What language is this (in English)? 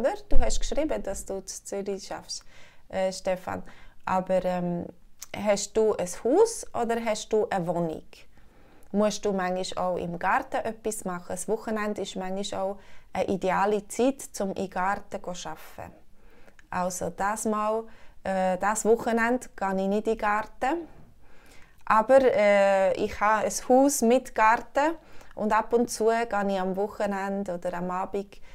Swiss German